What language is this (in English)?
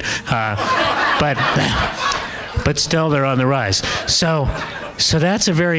English